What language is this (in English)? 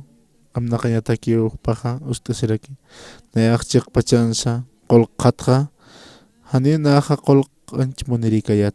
Aymara